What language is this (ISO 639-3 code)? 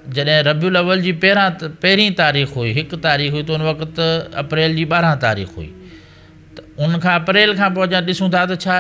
snd